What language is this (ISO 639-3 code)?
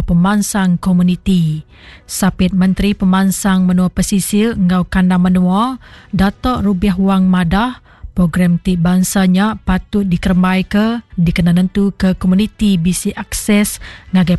iba